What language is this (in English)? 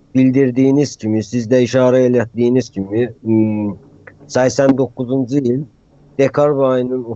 South Azerbaijani